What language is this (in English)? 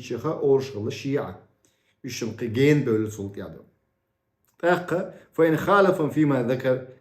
Chechen